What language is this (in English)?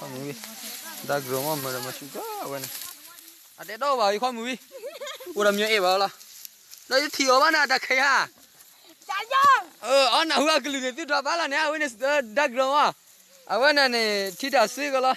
S'gaw Karen